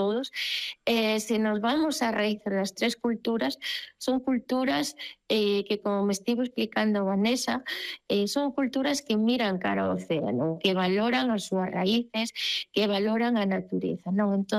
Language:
Galician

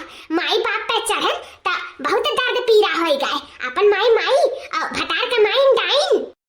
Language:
Awadhi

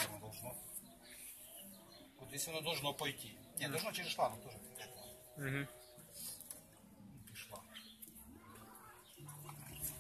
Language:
Ukrainian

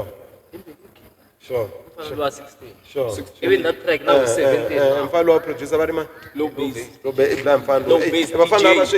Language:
Tsonga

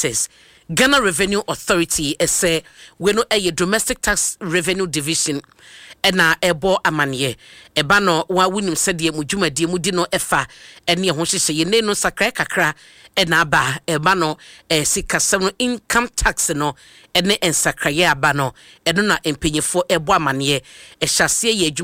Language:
Akan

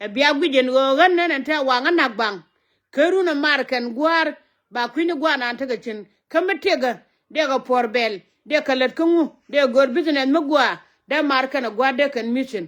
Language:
Nuer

